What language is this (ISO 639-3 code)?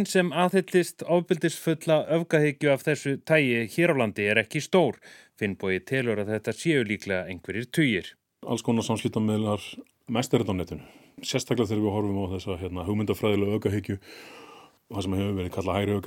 isl